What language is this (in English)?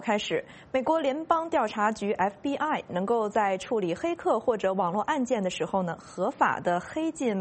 Chinese